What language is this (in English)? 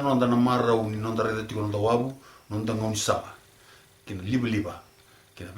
Fijian